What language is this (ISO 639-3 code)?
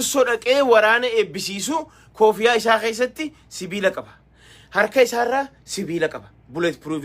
orm